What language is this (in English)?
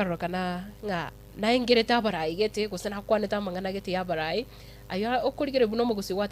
Gusii